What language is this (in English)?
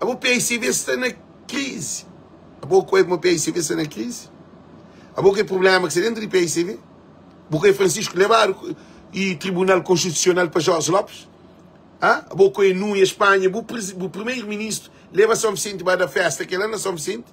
Kabuverdianu